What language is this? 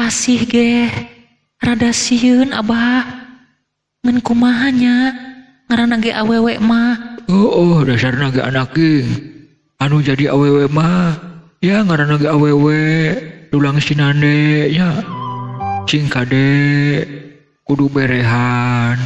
Sundanese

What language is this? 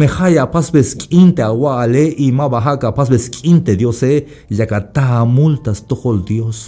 Tzeltal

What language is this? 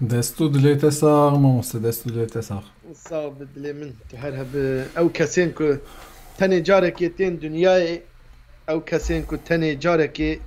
Kurdish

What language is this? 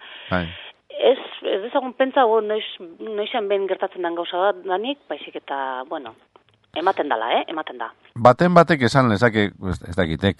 Basque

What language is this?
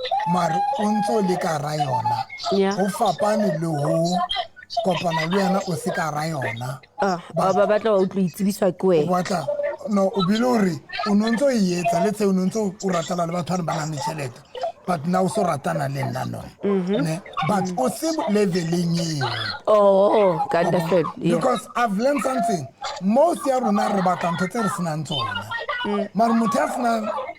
Southern Sotho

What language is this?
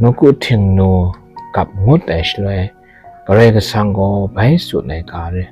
Kachin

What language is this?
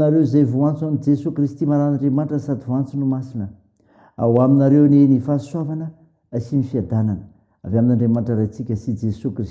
Malagasy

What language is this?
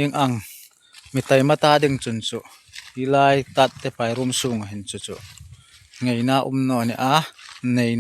Hmar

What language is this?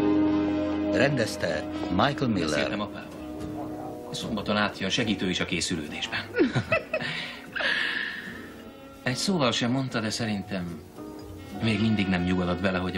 Hungarian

